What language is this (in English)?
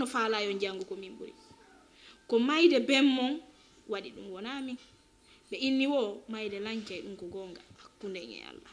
Fula